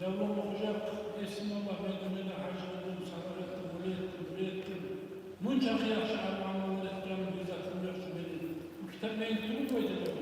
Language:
Kumyk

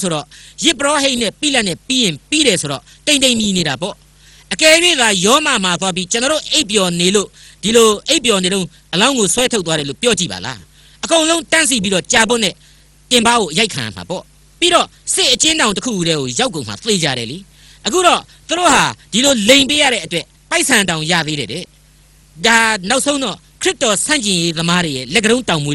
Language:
Burmese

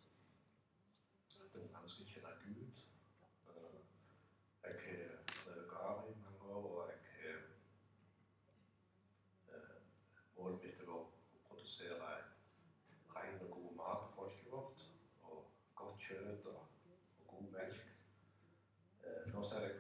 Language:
Norwegian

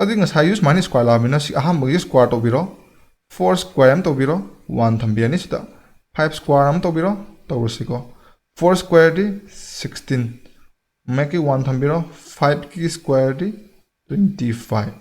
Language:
Manipuri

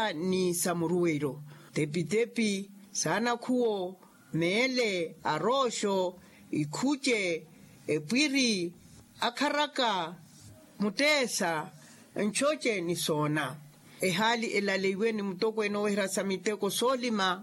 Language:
Makhuwa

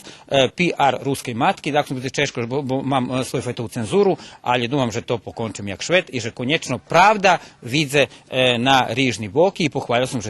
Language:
Rusyn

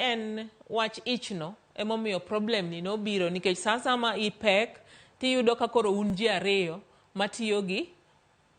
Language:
Luo (Kenya and Tanzania)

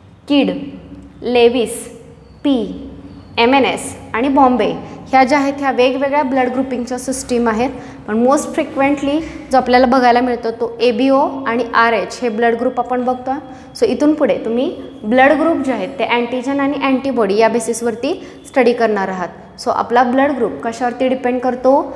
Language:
Marathi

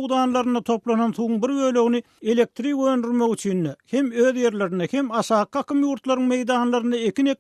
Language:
Turkmen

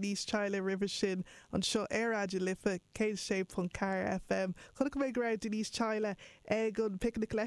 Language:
Irish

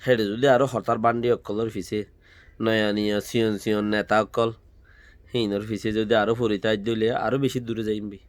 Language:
Rohingya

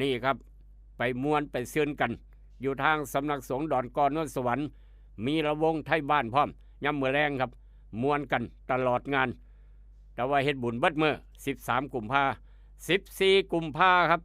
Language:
Northeastern Thai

